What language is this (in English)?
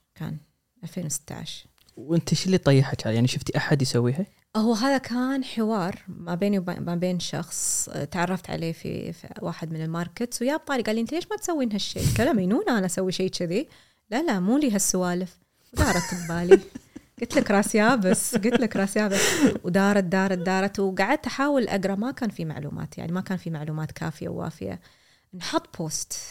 Gulf Arabic